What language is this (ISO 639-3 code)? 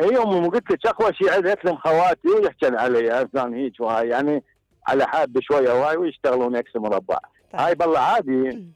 acm